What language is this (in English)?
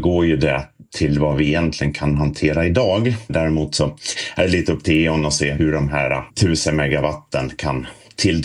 Swedish